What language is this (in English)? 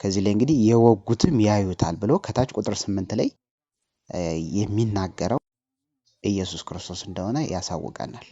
Amharic